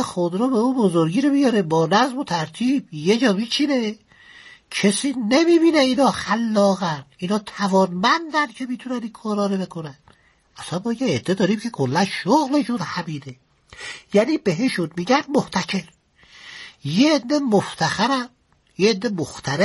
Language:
Persian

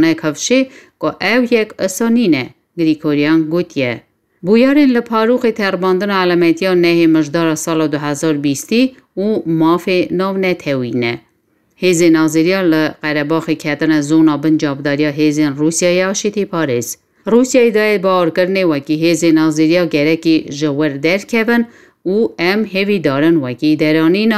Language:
Kurdish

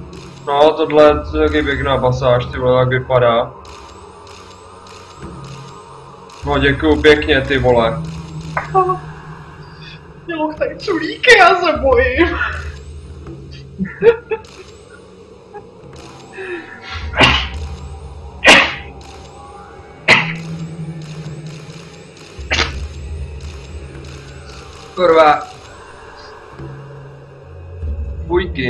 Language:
Czech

